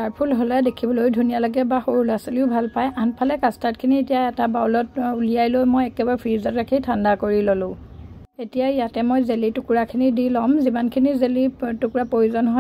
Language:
Assamese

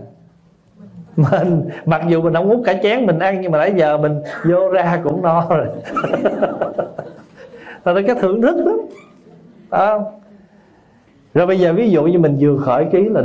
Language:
Vietnamese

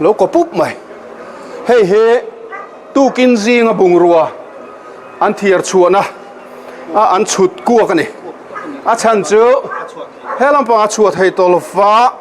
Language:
Mizo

